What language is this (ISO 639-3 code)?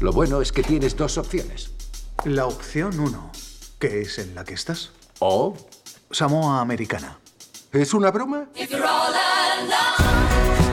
eus